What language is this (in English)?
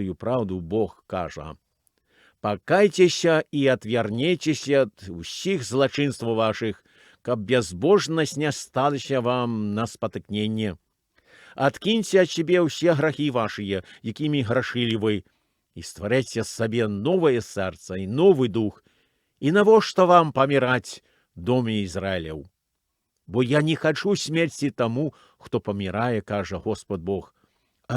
Belarusian